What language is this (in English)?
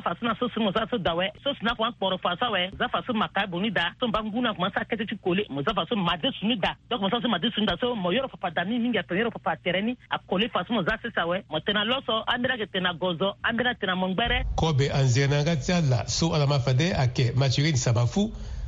Sango